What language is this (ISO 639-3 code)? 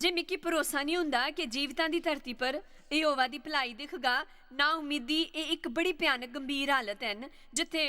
doi